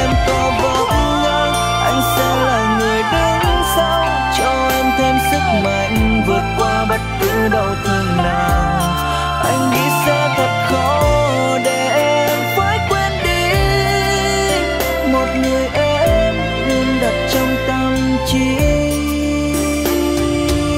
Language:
Vietnamese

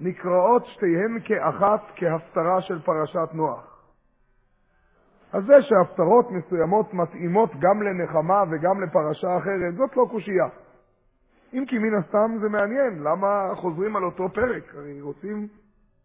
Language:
Hebrew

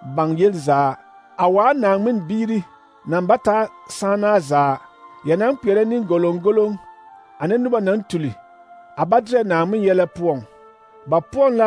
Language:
Southern Dagaare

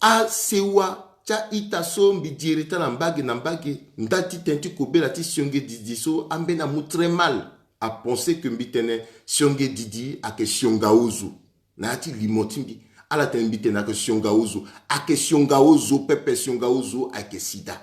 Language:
Sango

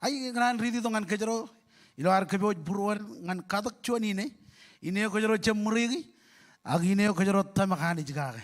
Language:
Marshallese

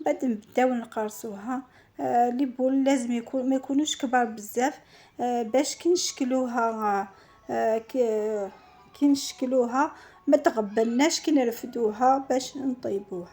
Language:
Algerian Arabic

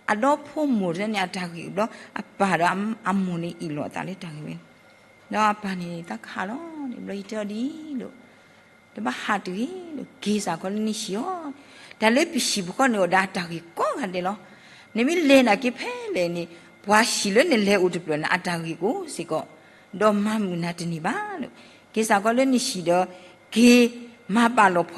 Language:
S'gaw Karen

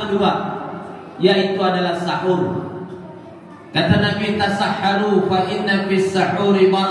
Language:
Indonesian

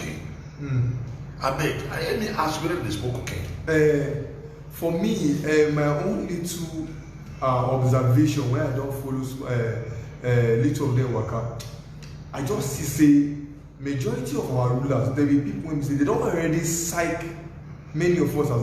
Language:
Nigerian Pidgin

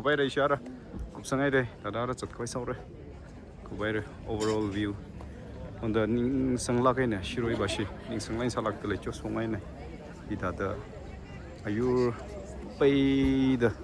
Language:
Tangkhul Naga (India)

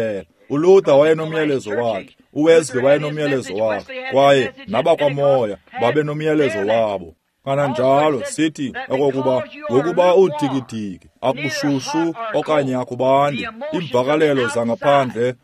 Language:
Xhosa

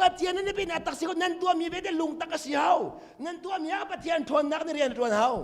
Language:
Hakha Chin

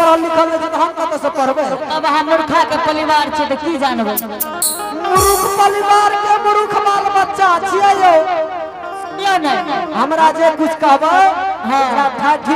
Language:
Angika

